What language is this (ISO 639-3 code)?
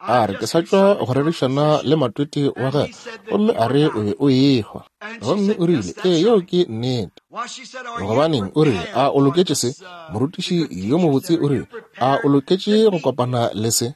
nso